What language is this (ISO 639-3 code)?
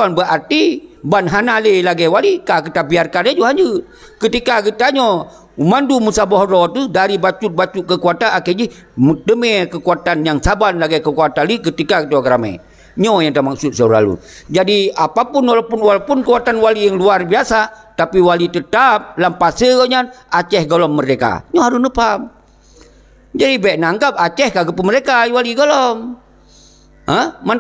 ace